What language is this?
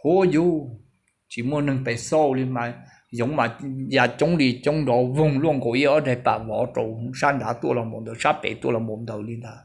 Hmong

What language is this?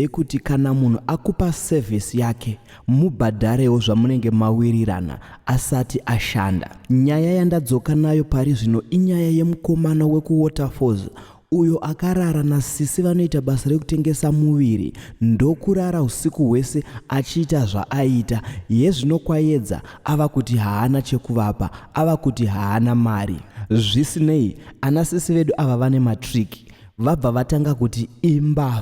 Shona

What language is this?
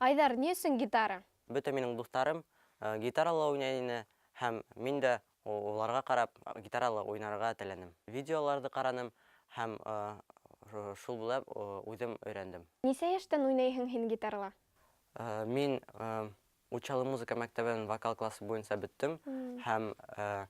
Bashkir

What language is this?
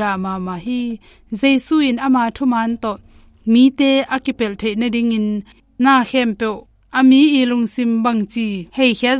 Tedim Chin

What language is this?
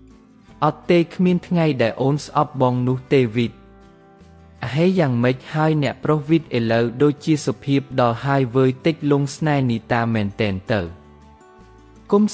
Khmer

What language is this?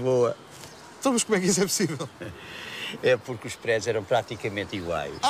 Portuguese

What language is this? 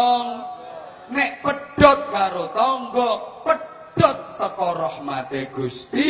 Javanese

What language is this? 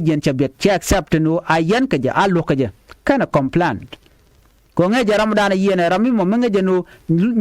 Nuer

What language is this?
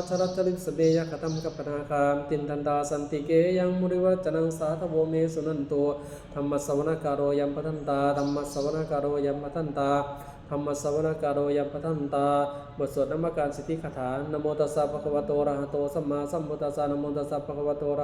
Pali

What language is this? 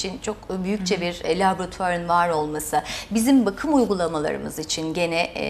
Turkish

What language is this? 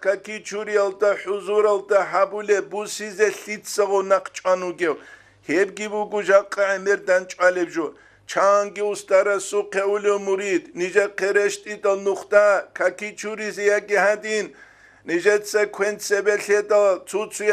Avaric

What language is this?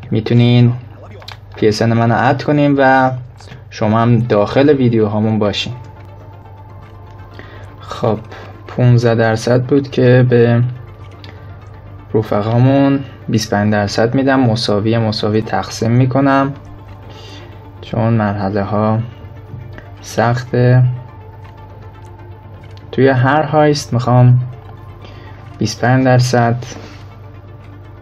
Persian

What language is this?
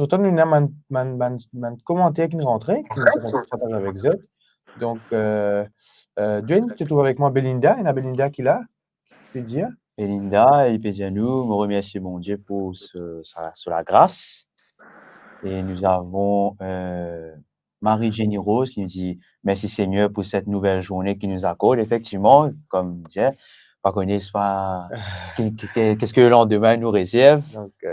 Morisyen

